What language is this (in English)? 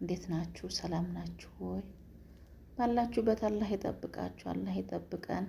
Amharic